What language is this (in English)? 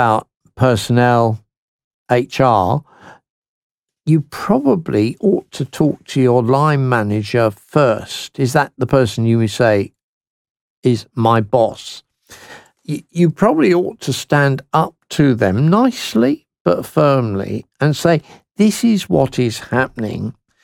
English